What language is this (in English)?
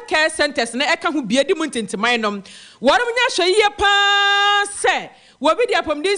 Akan